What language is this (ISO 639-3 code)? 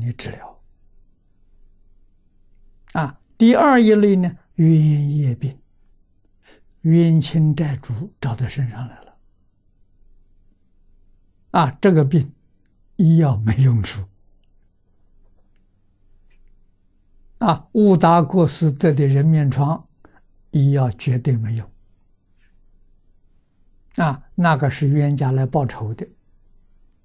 zho